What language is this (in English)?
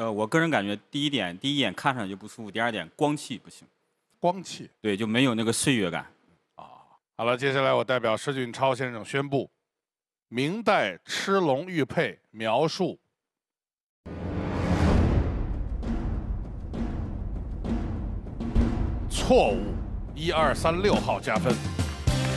Chinese